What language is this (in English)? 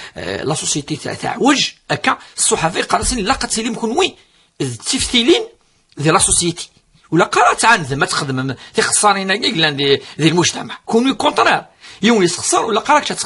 Kabyle